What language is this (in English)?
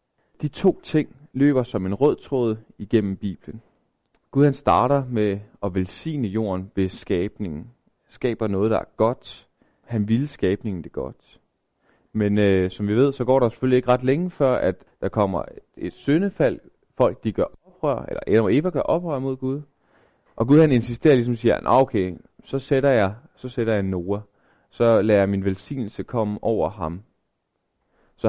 Danish